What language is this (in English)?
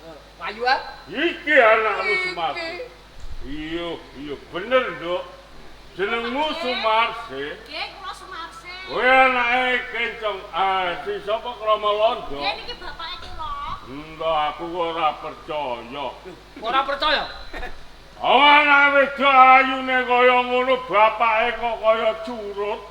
Javanese